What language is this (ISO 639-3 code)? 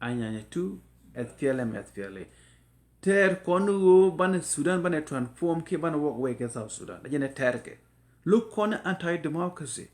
nus